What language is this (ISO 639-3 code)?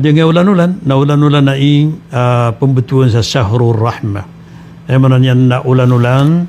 mrw